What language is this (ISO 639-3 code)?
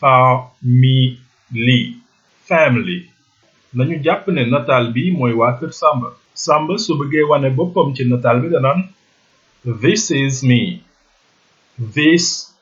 wol